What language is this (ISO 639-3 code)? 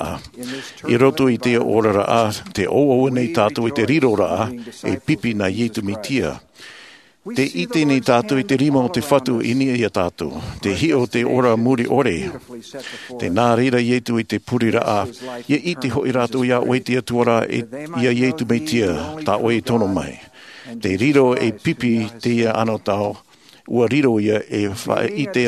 tah